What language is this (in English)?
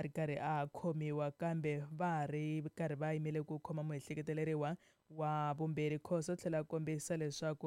Tsonga